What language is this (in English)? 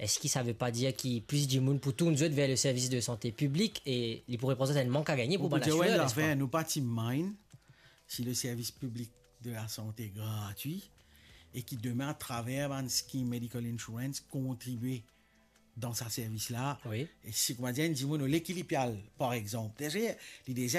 Morisyen